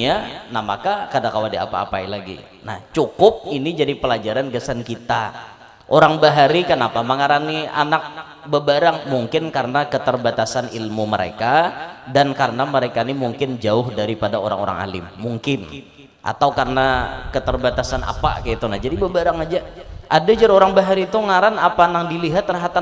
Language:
Banjar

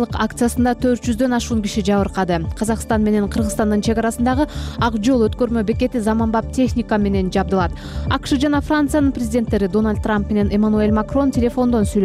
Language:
Kyrgyz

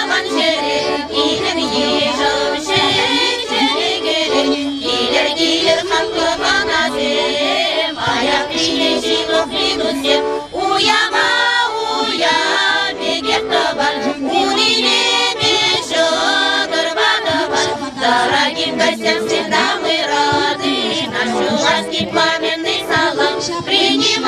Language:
Chuvash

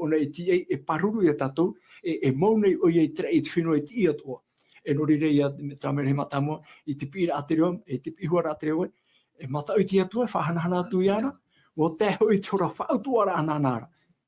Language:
Tahitian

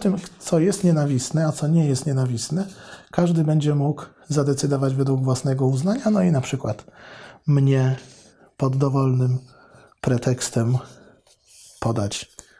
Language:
Polish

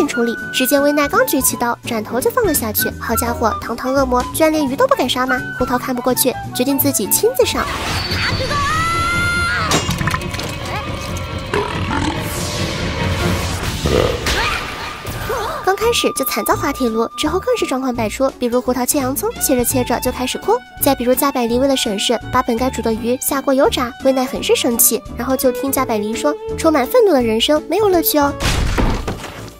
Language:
Chinese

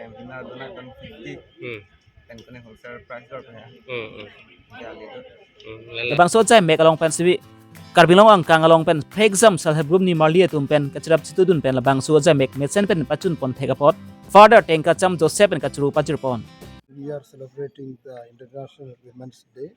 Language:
Karbi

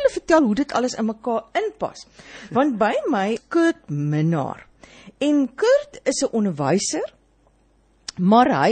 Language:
Afrikaans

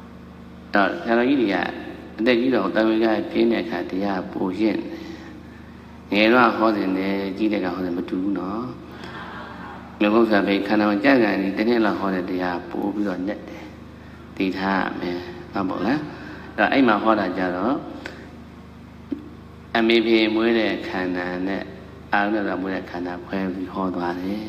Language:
Burmese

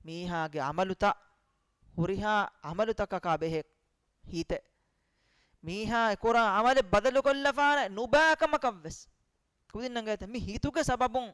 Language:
Divehi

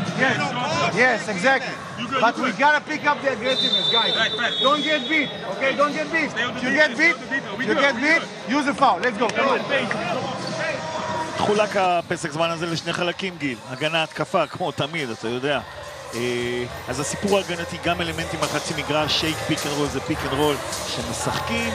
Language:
Hebrew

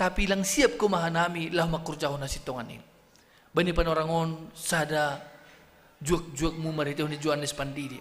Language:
Batak Simalungun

